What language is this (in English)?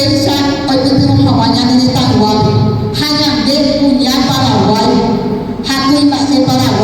Guarani